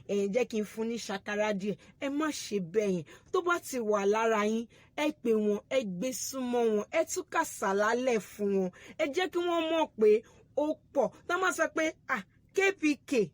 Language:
Yoruba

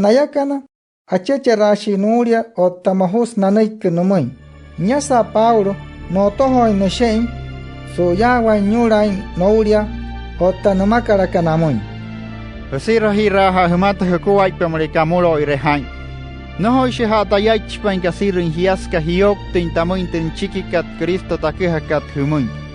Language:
Wayuu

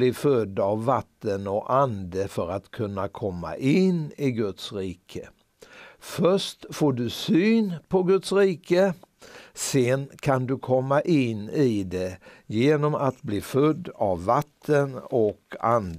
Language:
Swedish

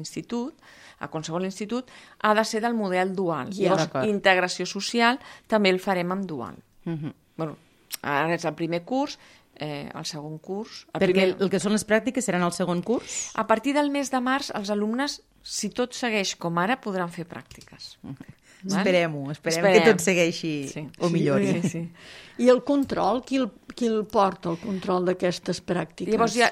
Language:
Catalan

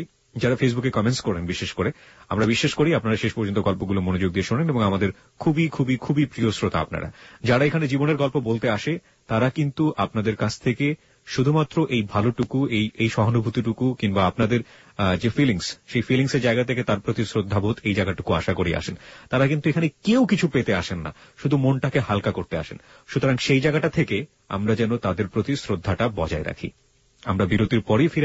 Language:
Bangla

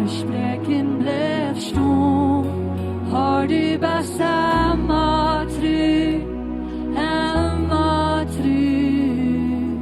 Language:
Plautdietsch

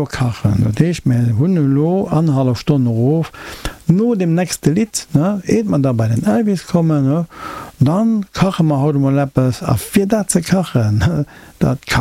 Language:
Luxembourgish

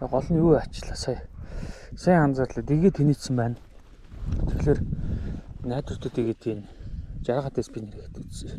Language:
Mongolian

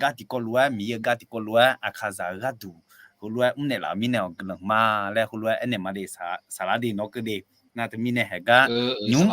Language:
Akha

